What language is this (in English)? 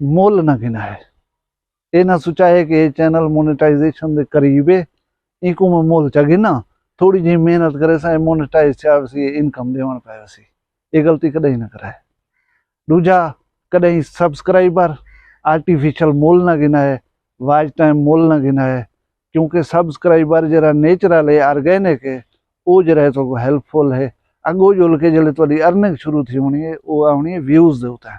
Saraiki